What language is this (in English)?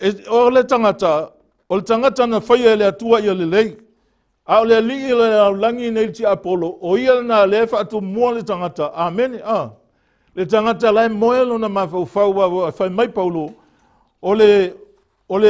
Samoan